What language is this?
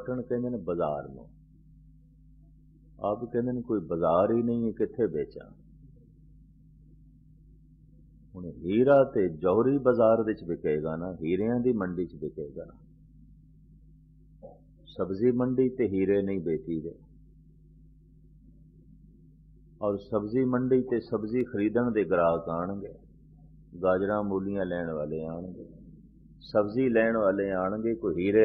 Punjabi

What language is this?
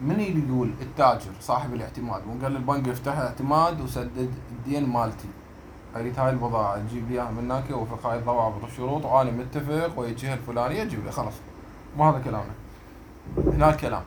Mesopotamian Arabic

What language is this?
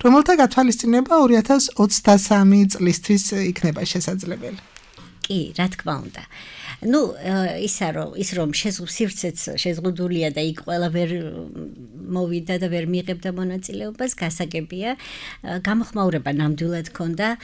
Georgian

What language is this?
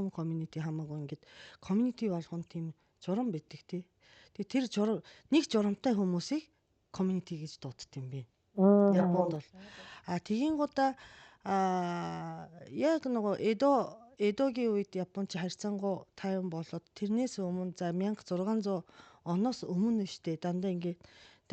Mongolian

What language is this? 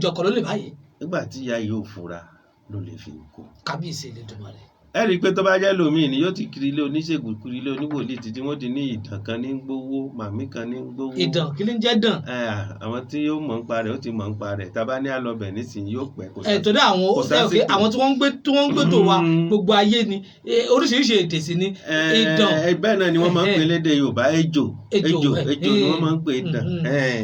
Yoruba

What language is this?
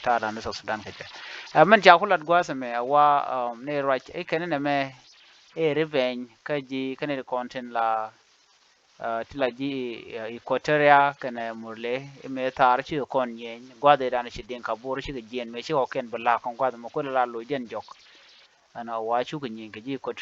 Nuer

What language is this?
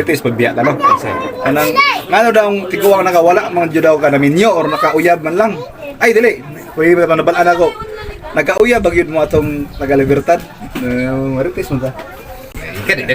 Cebuano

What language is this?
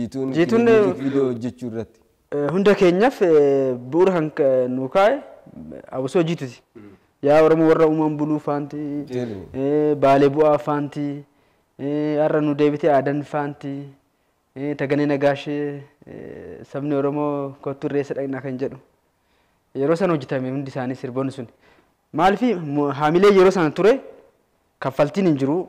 Oromo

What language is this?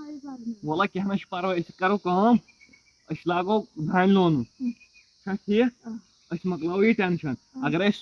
Kashmiri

